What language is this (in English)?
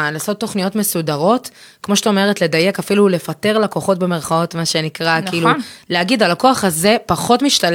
Hebrew